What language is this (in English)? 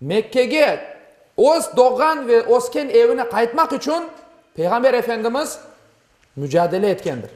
Crimean Tatar